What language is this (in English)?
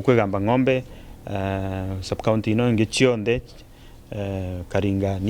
Meru